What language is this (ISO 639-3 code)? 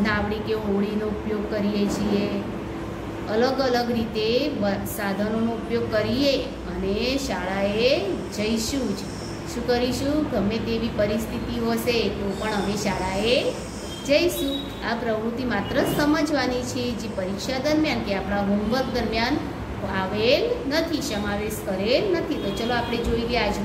guj